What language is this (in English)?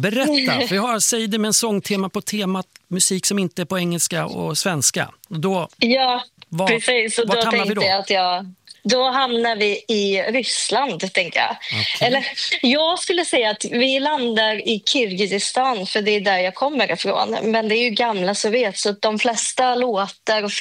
Swedish